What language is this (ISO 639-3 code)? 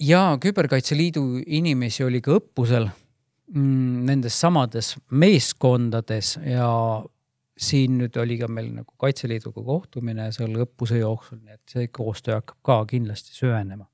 est